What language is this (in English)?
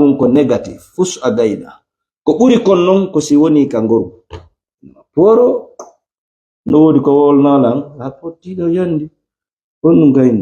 Fula